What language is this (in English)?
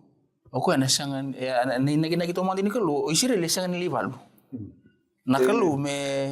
Fijian